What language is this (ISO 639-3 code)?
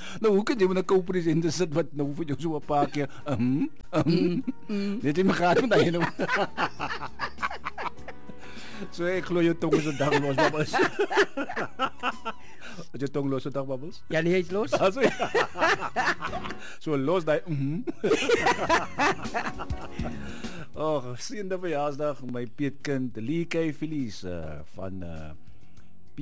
afr